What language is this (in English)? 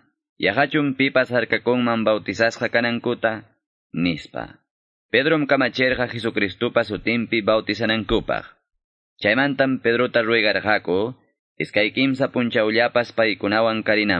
Quechua